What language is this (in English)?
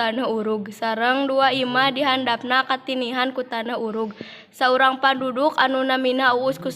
Sundanese